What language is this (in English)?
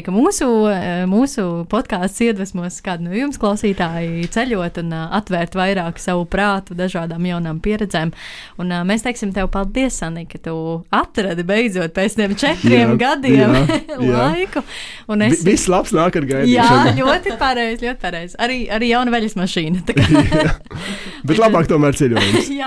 Latvian